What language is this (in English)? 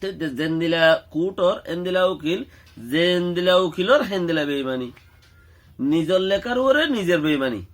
Rohingya